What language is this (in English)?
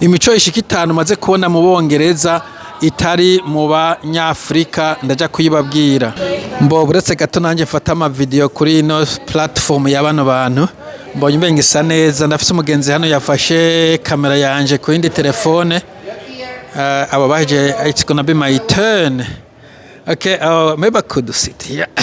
Rundi